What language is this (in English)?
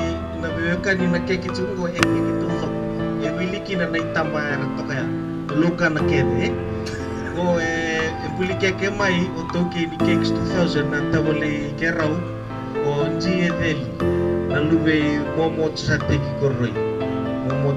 Fijian